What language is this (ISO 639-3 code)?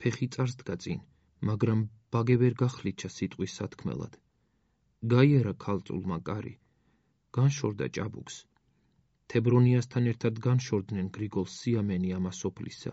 kat